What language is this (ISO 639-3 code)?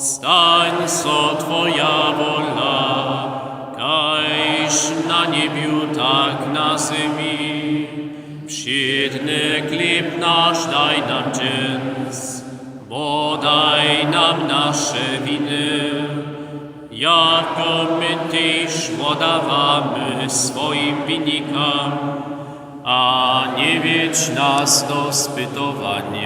hsb